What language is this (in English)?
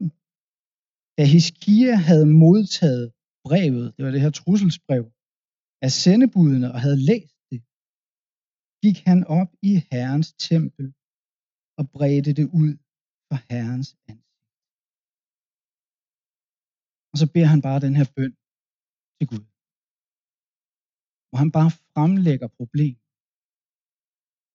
Danish